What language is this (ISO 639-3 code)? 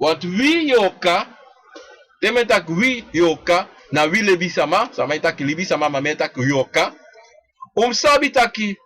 srn